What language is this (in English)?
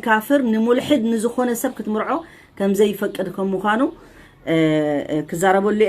Tigrinya